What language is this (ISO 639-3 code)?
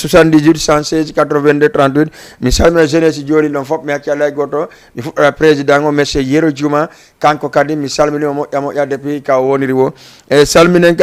ful